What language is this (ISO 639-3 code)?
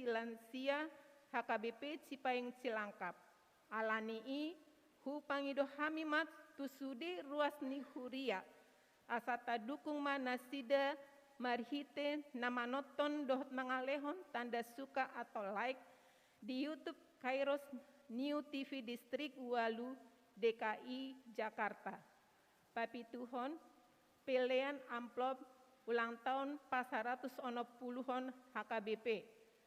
bbc